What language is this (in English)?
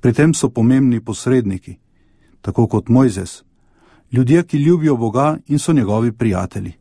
Slovenian